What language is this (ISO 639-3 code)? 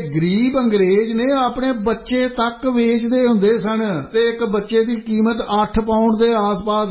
pan